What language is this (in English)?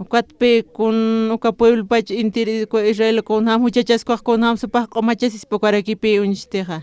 Aymara